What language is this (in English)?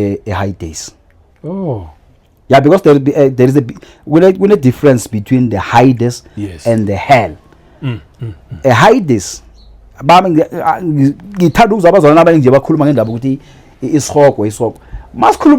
Zulu